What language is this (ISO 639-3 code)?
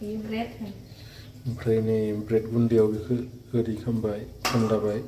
brx